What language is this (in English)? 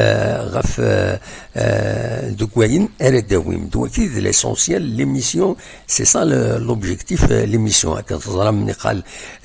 Kabyle